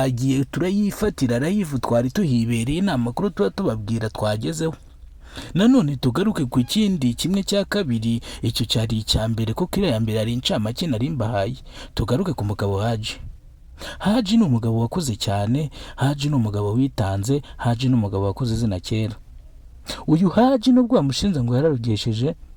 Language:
Kinyarwanda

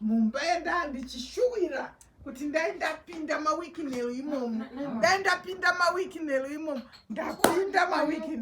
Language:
Shona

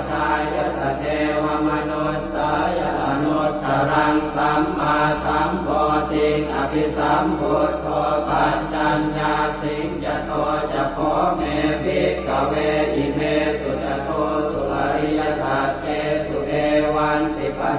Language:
Pali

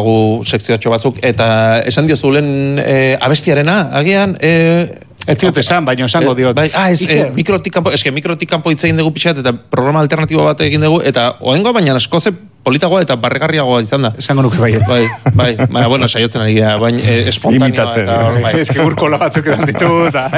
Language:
Basque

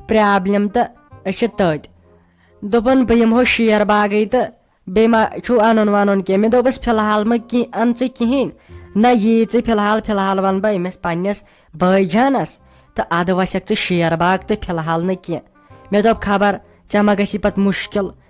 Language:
Kashmiri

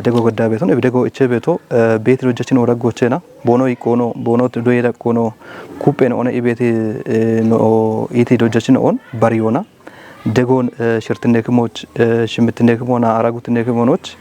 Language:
Kafa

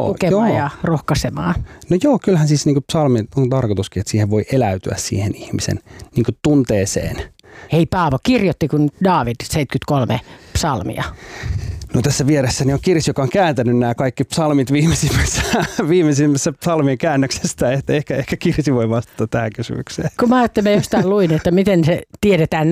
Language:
Finnish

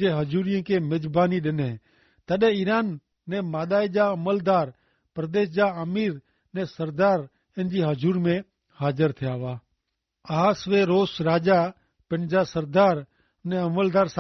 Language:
Kachhi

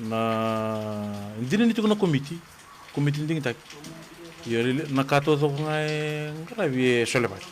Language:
Fijian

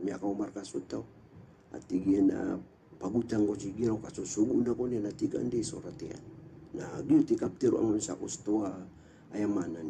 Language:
Maranao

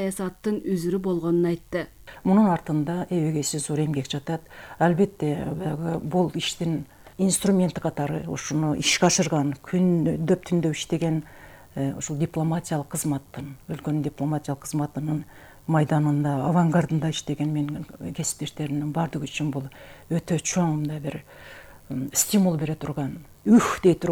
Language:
Kyrgyz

